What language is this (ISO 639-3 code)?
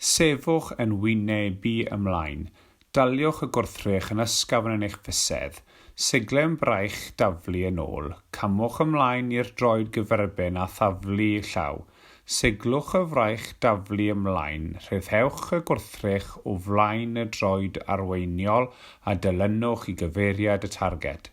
cym